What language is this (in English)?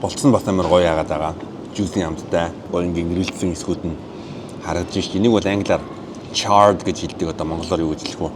Mongolian